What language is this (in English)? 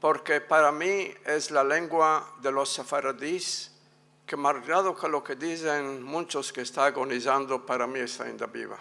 Ladino